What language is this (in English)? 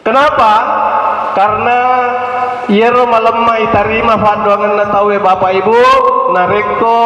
Buginese